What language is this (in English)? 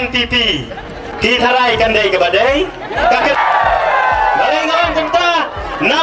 Khasi